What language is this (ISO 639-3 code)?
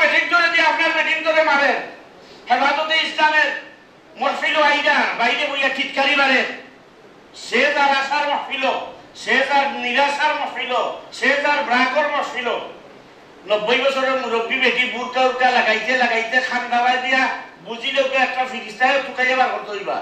syl